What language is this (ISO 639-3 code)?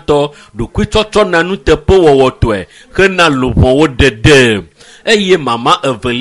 ewe